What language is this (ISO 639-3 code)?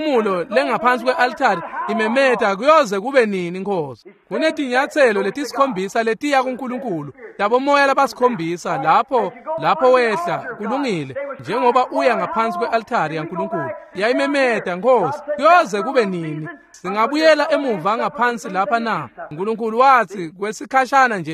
ssw